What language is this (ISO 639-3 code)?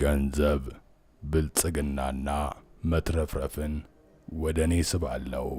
amh